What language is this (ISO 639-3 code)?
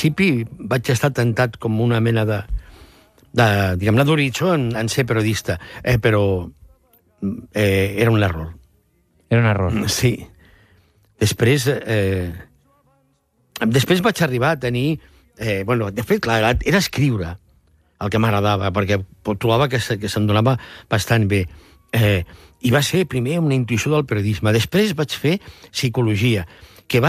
cat